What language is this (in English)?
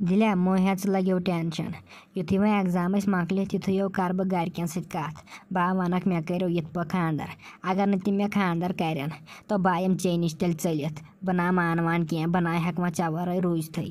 Kashmiri